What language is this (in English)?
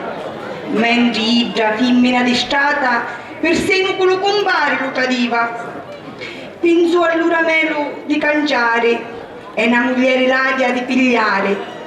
Sicilian